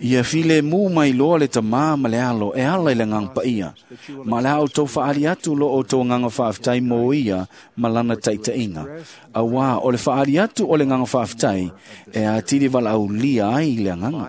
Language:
Samoan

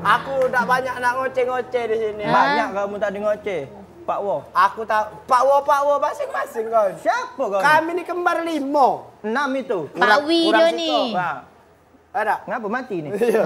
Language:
Musi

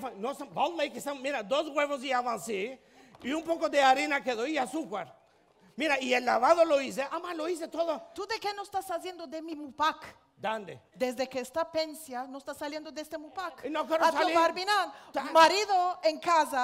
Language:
Ladino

